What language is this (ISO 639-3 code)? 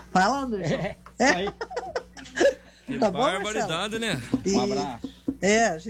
por